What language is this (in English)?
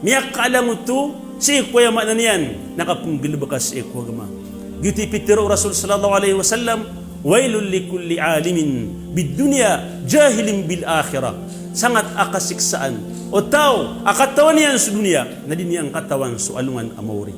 Maranao